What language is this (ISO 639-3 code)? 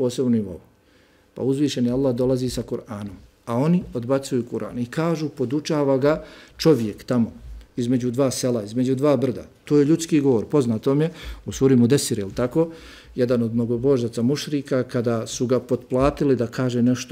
bos